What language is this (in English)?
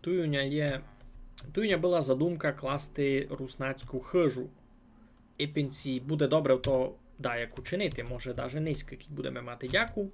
Rusyn